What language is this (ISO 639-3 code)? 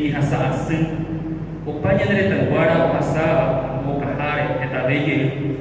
grn